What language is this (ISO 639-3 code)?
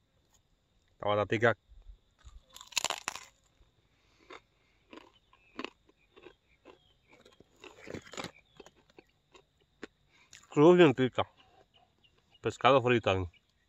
spa